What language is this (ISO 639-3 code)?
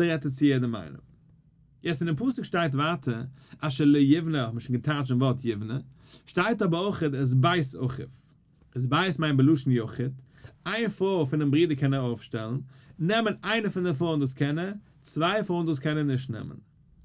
yid